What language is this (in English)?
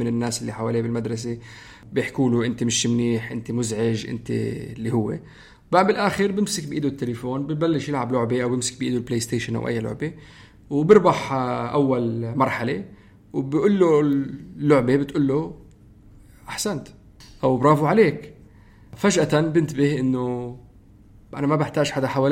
North Levantine Arabic